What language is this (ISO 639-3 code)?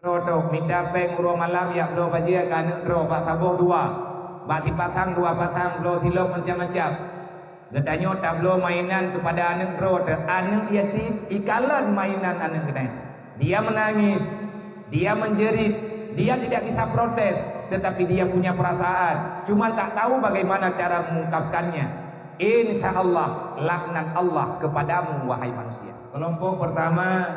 ace